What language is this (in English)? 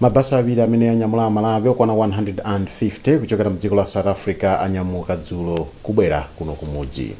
Nyanja